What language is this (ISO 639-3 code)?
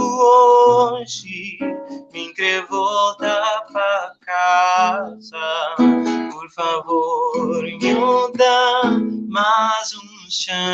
kea